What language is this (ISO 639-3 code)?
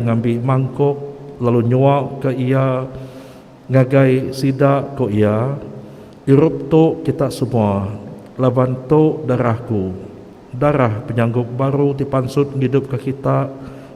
iba